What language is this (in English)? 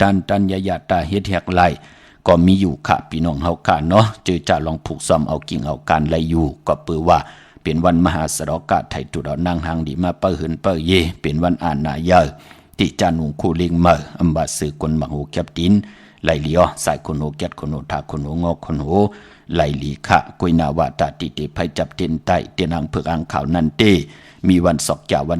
Shan